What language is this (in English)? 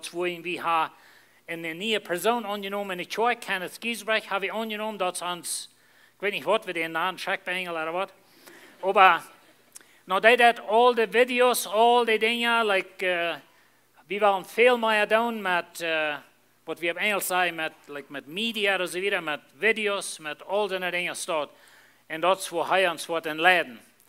Plautdietsch